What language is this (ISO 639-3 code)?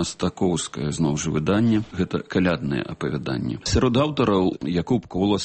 bel